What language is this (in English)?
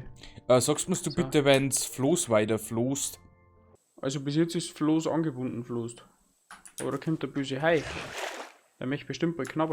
Bavarian